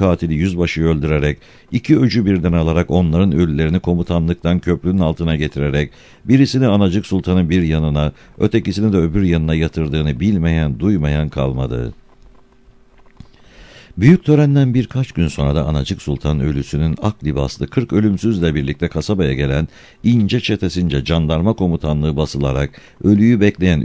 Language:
Turkish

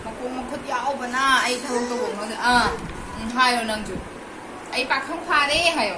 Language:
Manipuri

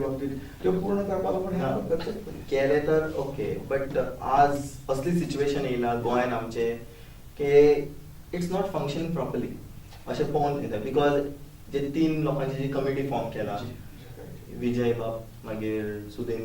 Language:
Konkani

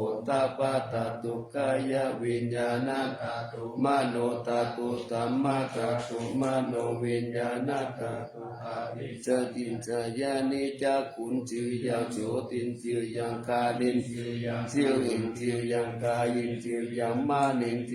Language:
Pali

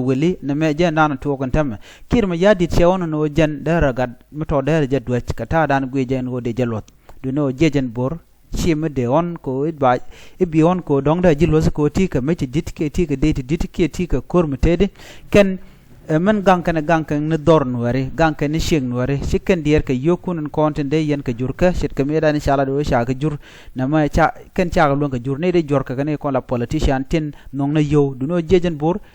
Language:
Nuer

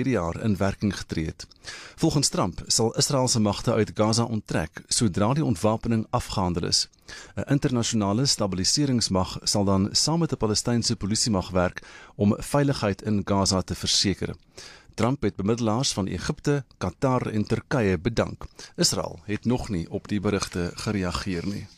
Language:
Afrikaans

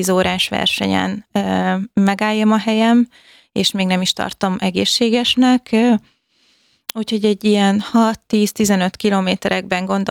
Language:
Hungarian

